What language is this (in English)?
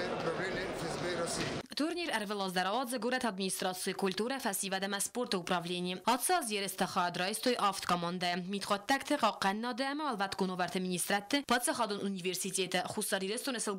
Ossetic